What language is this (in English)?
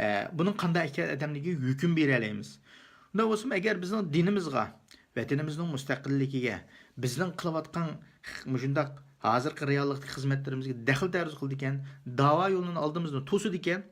Uyghur